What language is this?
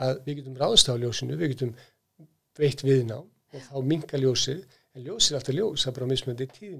Icelandic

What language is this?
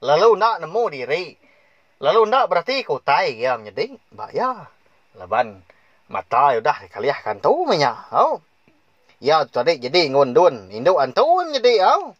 Iban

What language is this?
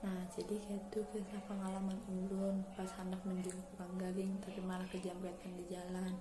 Banjar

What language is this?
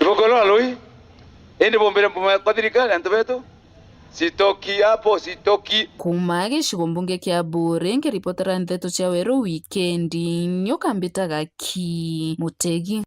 Meru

